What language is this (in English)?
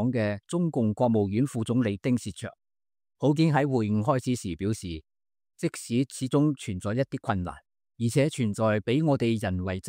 Cantonese